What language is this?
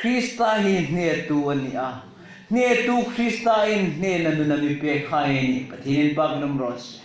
Hmar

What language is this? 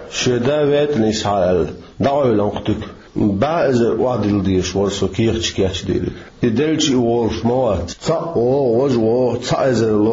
Chechen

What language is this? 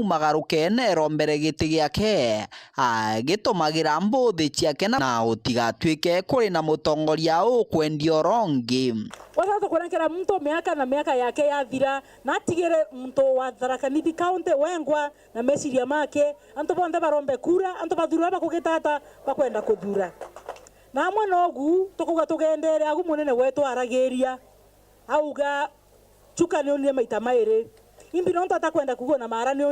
Meru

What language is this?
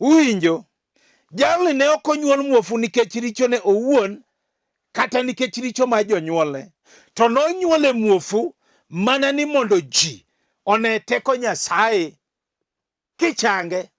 Luo (Kenya and Tanzania)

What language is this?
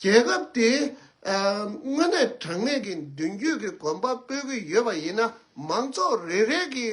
Tibetan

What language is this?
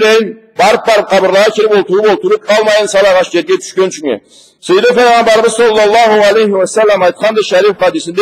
Karachay-Balkar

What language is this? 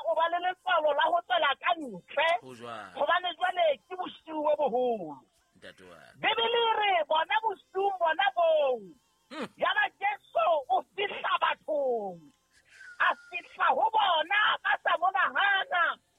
Southern Sotho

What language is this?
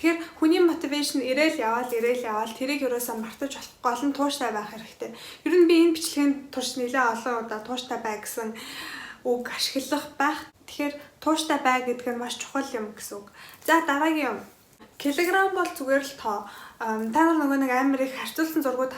Mongolian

